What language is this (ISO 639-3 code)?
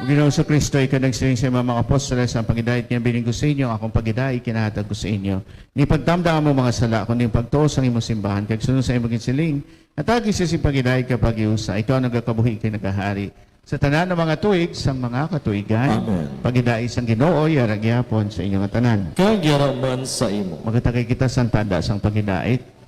hil